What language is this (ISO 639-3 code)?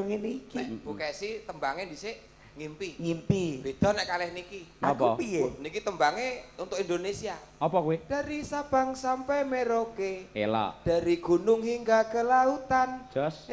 jav